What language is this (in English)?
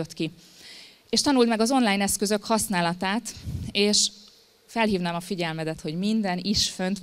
Hungarian